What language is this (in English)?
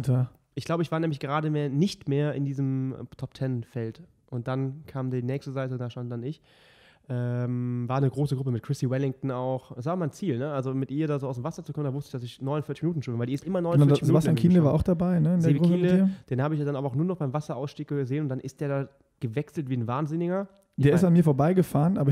German